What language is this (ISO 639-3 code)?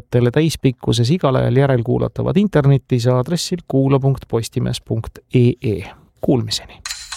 est